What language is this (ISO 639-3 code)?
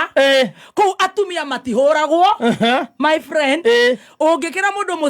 kik